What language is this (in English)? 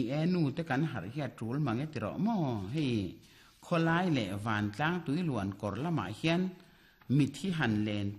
Mizo